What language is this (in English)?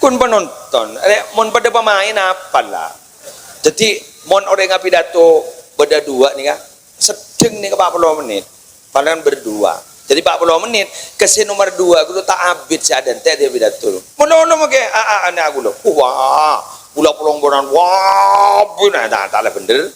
Madurese